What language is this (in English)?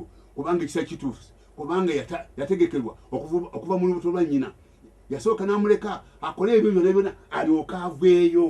Ganda